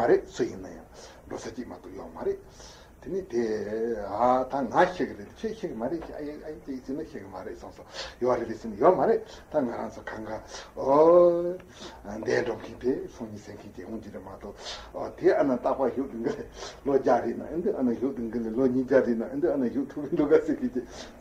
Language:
Tibetan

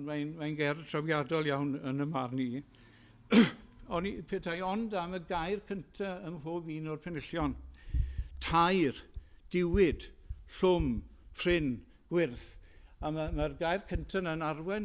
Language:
Welsh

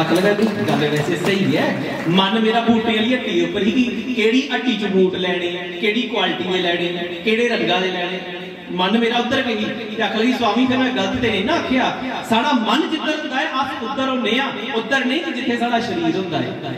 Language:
Dogri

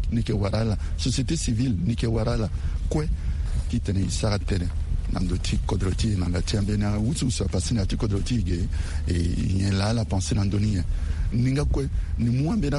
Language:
Sango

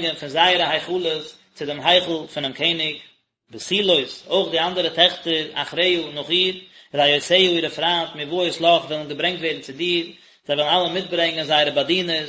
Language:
Yiddish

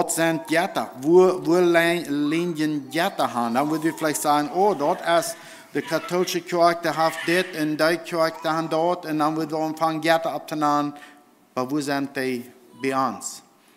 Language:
Plautdietsch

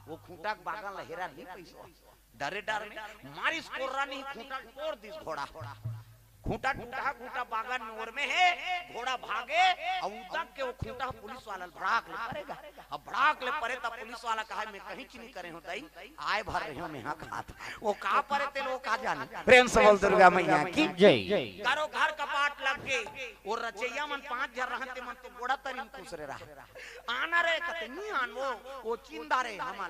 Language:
Chhattisgarhi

